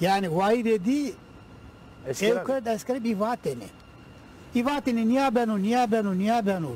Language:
Zaza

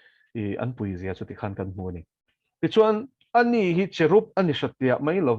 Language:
Mizo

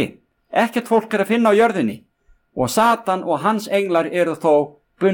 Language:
Icelandic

